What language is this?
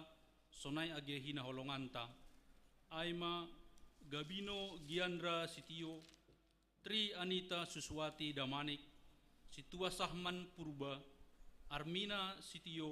Batak Simalungun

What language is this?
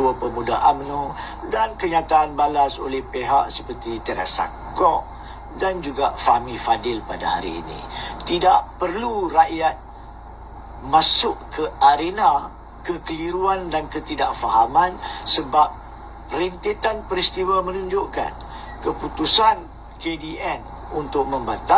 Malay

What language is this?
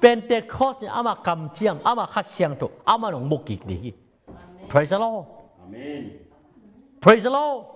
Tedim Chin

